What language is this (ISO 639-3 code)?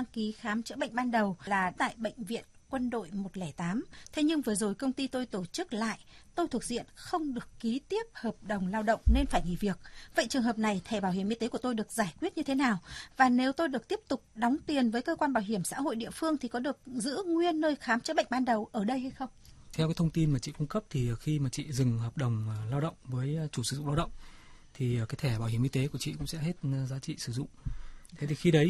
vie